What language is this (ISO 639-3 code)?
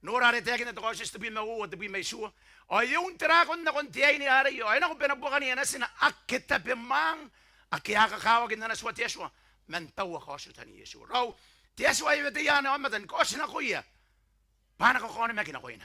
gil